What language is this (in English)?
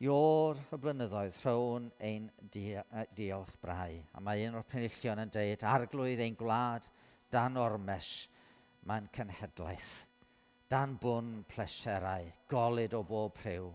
Welsh